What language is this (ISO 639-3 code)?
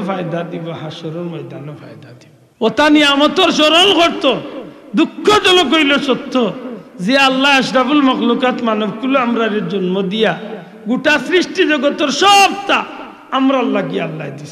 syl